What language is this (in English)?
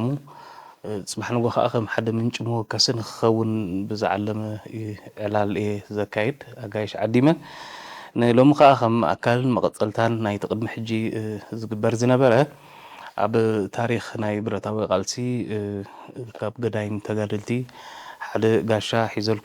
Tigrinya